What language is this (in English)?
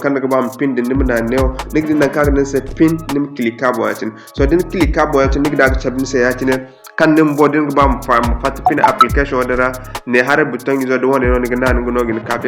Zarma